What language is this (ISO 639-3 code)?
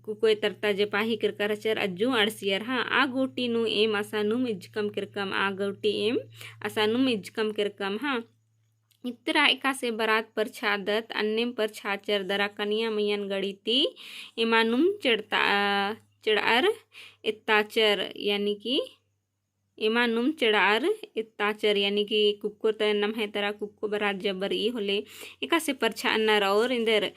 kru